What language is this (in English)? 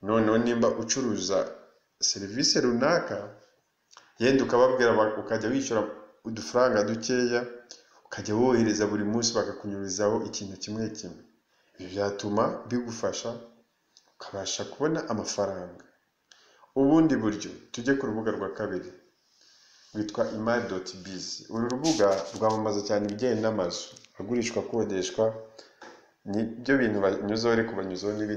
Kinyarwanda